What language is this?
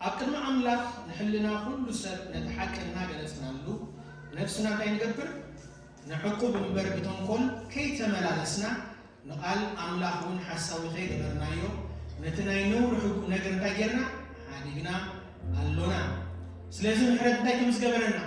Tigrinya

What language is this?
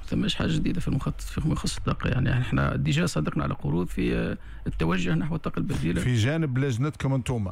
Tunisian Arabic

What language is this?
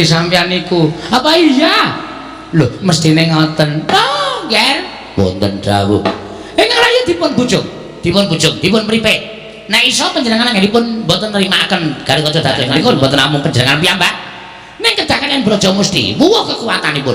Javanese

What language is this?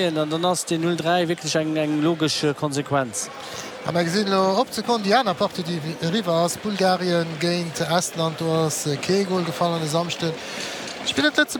Luxembourgish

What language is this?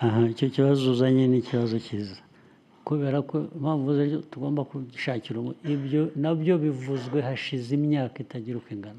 Kinyarwanda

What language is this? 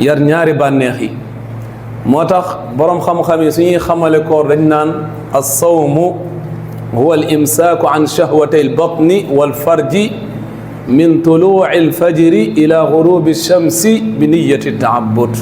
Wolof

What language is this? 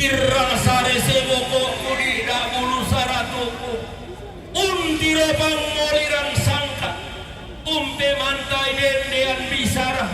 Toraja-Sa'dan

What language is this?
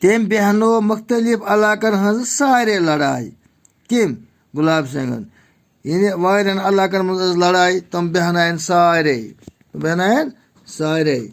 Kashmiri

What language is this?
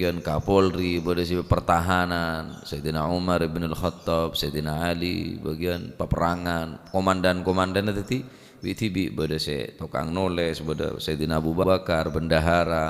Madurese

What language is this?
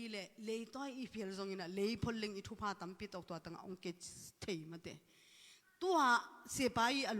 Tedim Chin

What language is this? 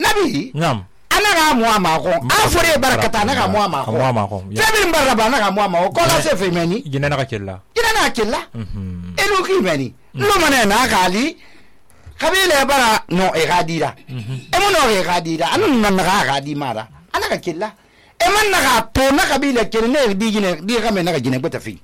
Susu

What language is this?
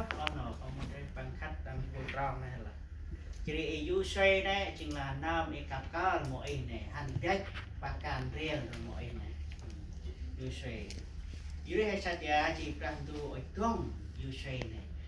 Central Mnong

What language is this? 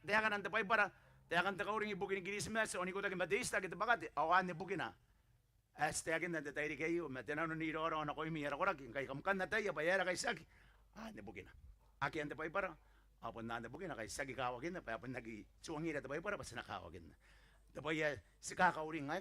Gilbertese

